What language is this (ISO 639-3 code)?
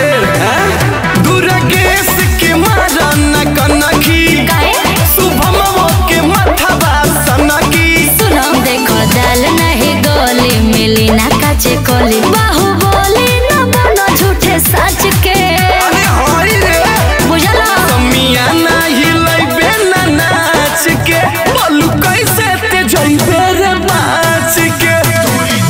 bho